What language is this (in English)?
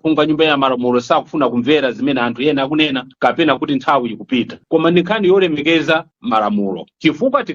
Nyanja